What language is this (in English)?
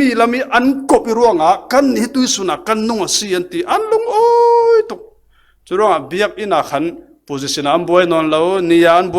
Falam Chin